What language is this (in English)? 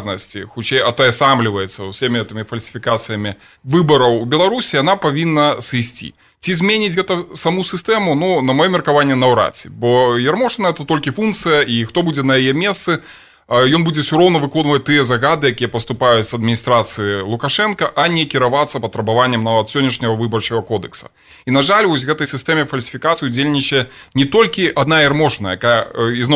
Belarusian